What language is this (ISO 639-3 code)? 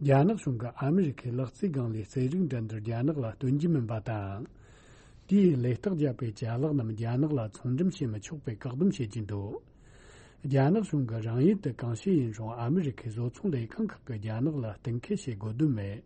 bod